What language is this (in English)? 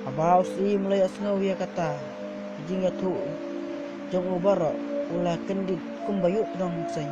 Khasi